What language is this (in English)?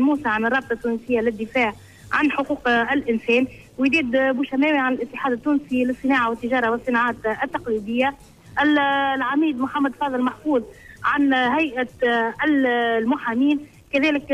Tunisian Arabic